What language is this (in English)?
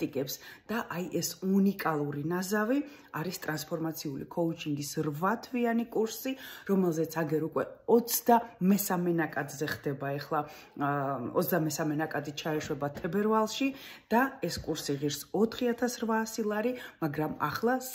Georgian